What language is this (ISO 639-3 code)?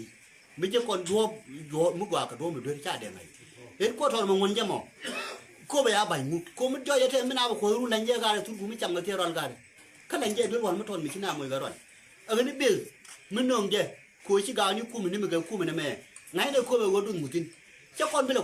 nus